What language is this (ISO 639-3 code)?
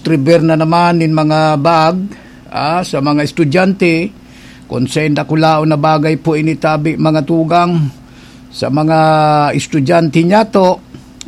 bik